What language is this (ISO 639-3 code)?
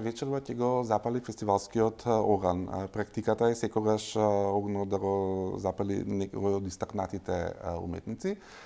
mkd